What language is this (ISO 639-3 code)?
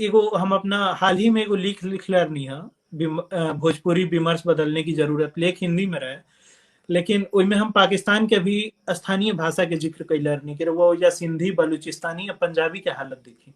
bho